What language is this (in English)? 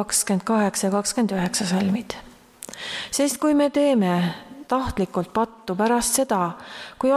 Estonian